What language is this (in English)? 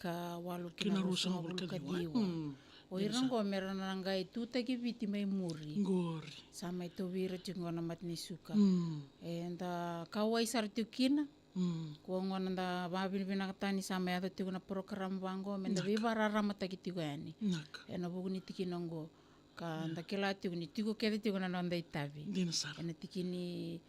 Fijian